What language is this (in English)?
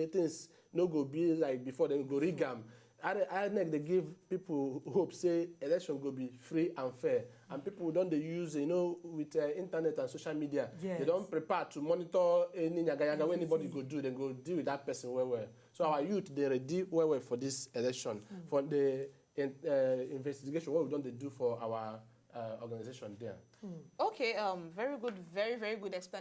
Nigerian Pidgin